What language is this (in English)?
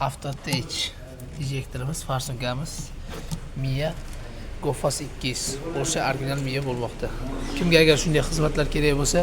Uzbek